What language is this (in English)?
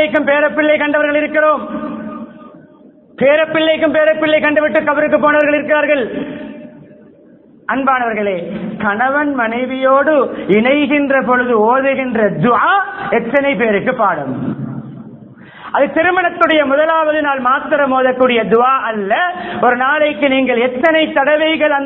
Tamil